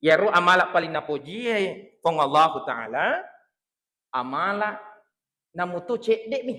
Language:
Buginese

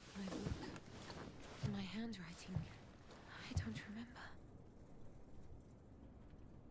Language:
French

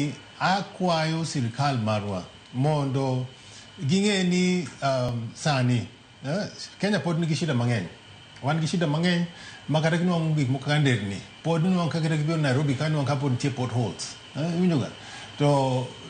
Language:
Luo (Kenya and Tanzania)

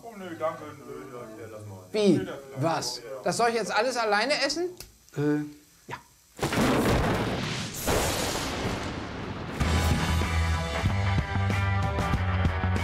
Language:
German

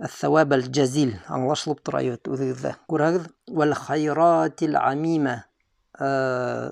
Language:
Bashkir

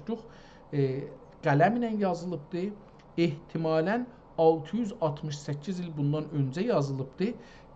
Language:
South Azerbaijani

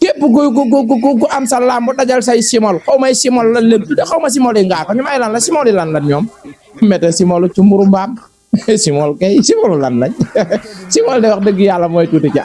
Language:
Wolof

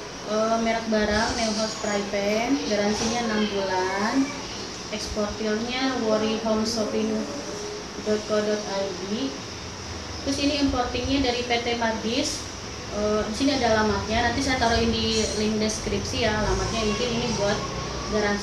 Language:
Indonesian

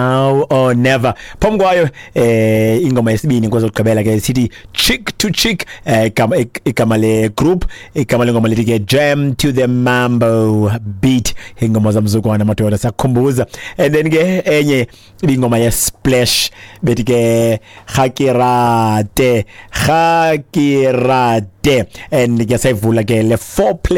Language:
Xhosa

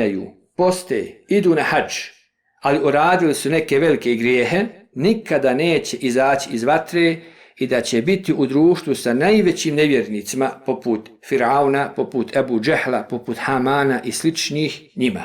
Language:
Bosnian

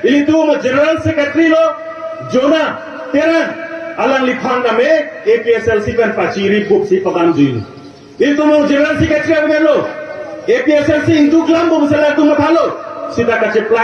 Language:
Karbi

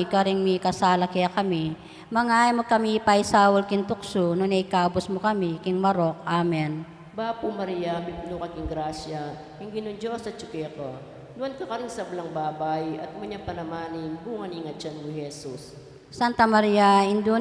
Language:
Pampanga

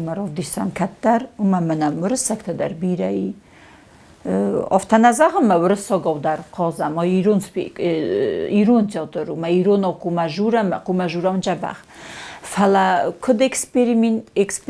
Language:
Ossetic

